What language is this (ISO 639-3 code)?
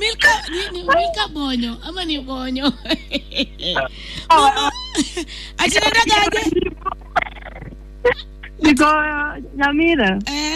swa